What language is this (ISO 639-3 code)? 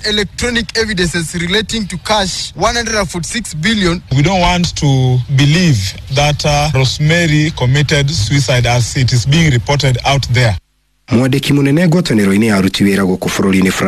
kik